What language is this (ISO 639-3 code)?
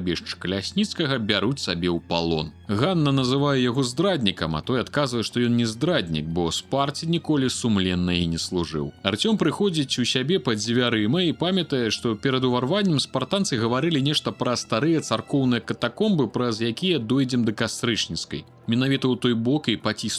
bel